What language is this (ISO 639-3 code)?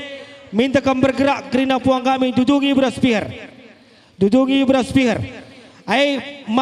btx